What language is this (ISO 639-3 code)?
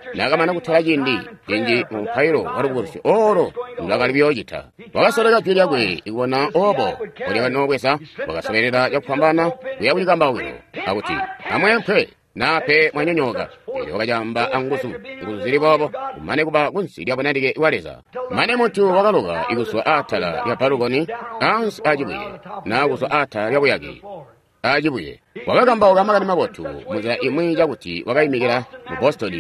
toi